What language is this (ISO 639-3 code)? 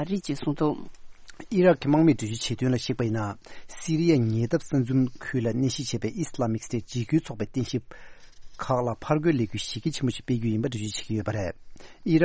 bod